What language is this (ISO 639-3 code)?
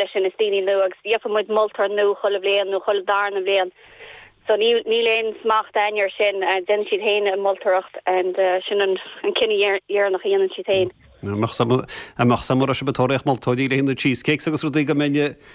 gle